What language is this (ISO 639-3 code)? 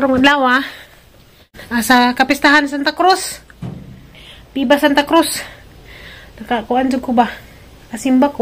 ceb